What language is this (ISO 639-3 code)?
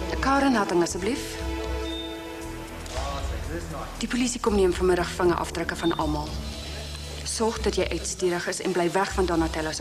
afr